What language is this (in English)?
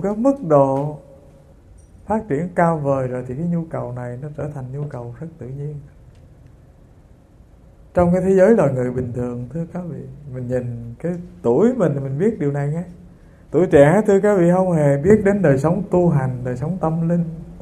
Vietnamese